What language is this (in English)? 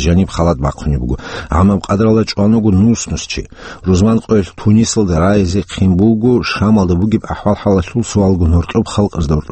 Avaric